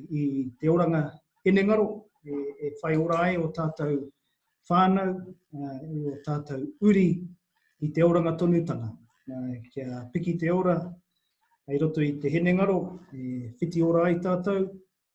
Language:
Māori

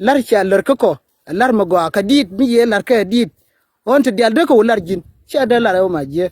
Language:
Nuer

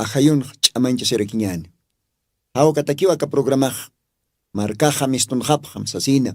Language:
Aymara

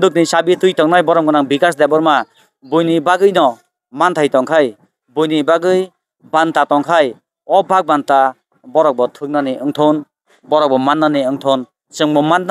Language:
Kok Borok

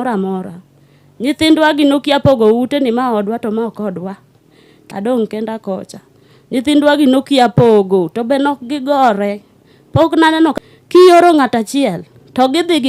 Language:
Luo (Kenya and Tanzania)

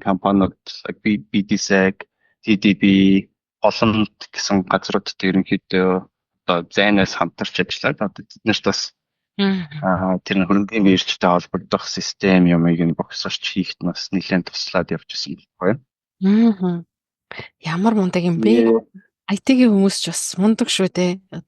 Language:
Mongolian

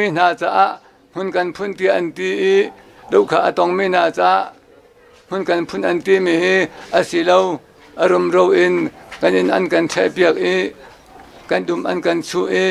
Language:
Hakha Chin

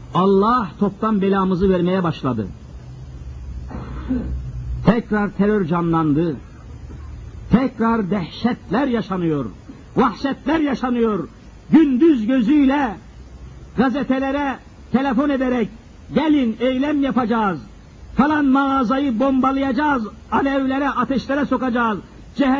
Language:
Turkish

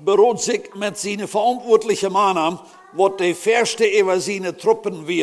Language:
Plautdietsch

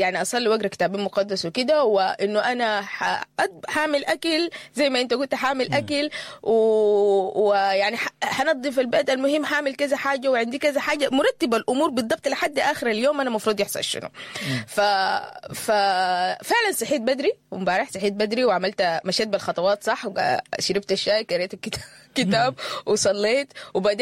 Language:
Sudanese Arabic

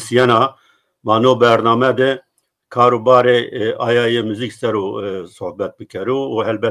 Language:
Kurdish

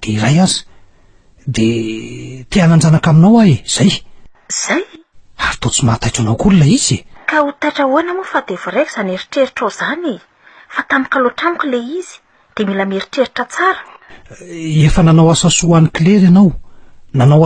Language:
Malagasy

